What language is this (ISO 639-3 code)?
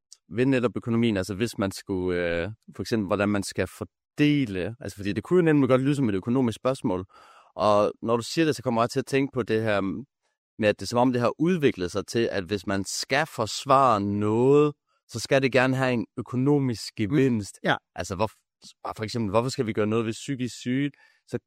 dan